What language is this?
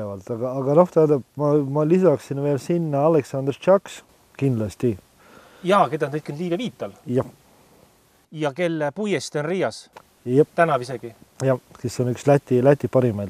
Estonian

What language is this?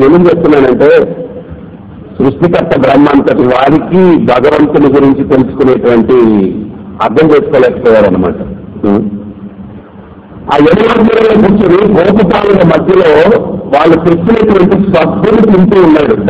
Telugu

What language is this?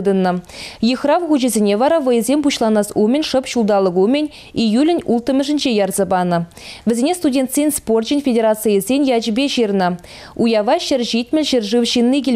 Chuvash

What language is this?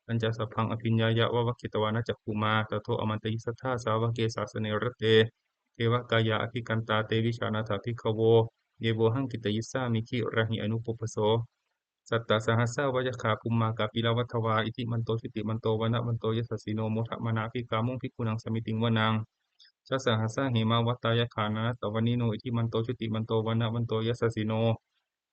Pali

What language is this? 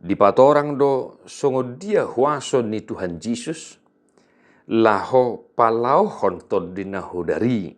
Batak Toba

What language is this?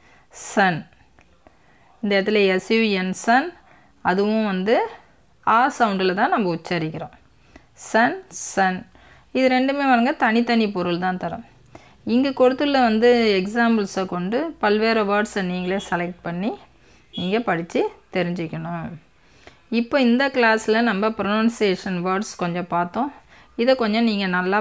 Tamil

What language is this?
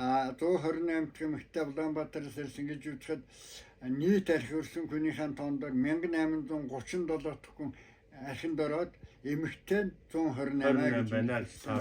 Mongolian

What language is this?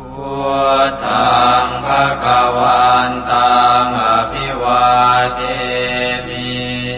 Pali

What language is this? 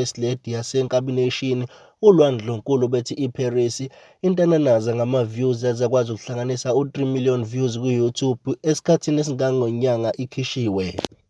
Zulu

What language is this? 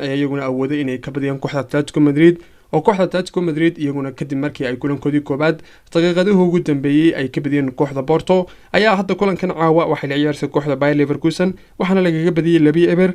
Somali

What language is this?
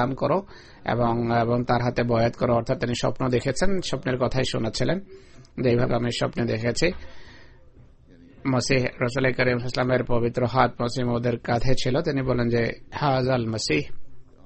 Bangla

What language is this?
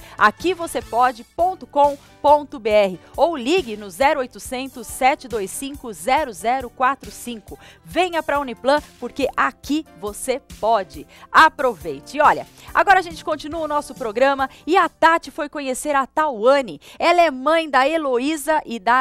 Portuguese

